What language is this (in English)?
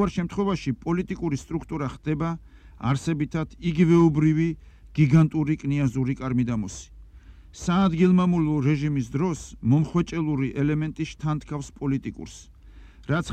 Georgian